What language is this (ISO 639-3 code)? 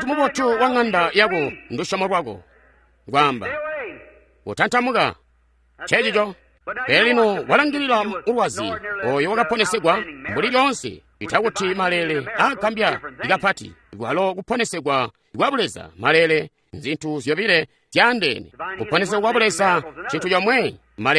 toi